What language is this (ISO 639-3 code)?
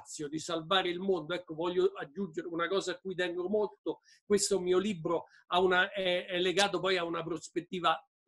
ita